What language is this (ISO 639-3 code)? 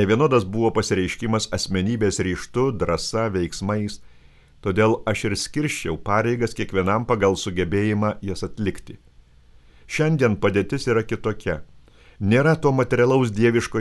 lit